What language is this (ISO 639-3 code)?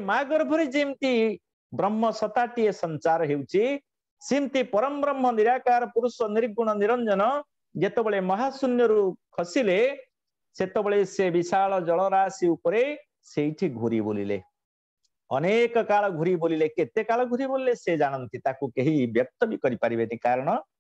ori